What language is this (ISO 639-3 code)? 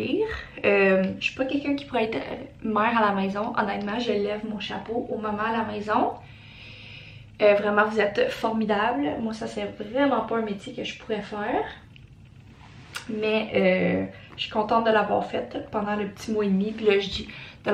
fra